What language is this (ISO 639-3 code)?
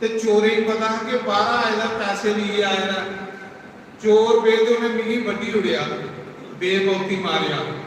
doi